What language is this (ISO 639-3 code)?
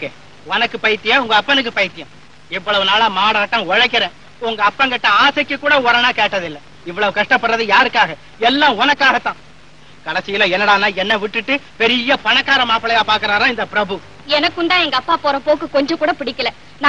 tam